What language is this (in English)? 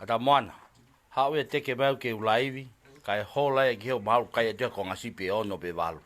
Tongan